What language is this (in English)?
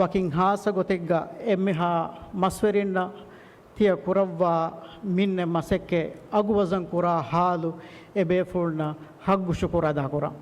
Divehi